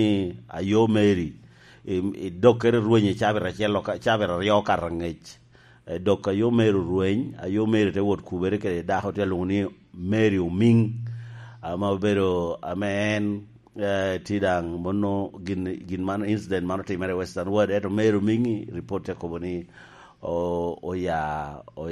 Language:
Lango (Uganda)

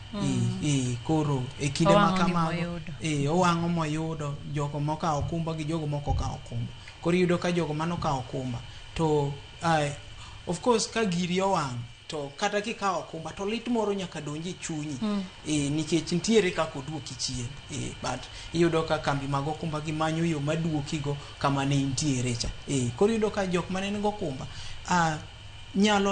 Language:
Luo (Kenya and Tanzania)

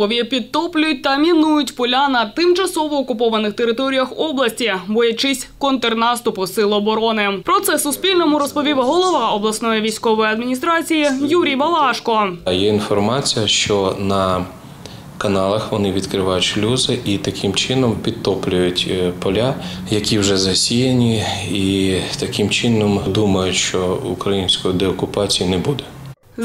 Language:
Ukrainian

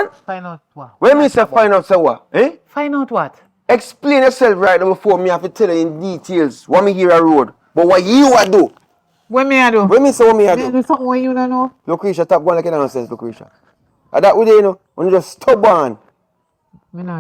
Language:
Jamaican Creole English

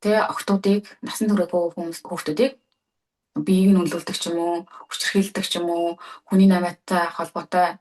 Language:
Mongolian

